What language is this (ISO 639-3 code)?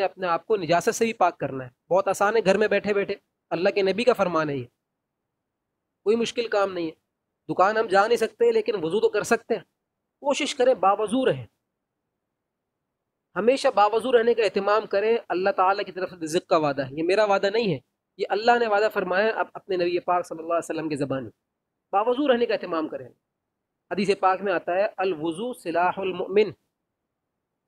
urd